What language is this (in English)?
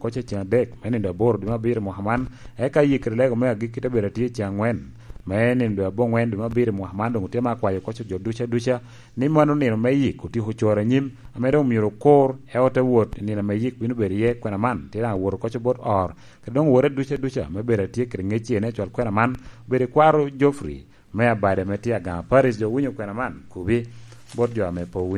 Lango (Uganda)